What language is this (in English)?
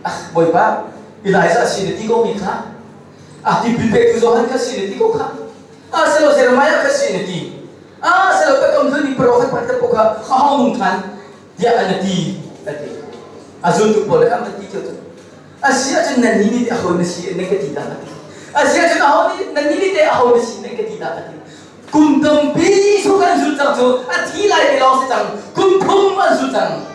Hakha Chin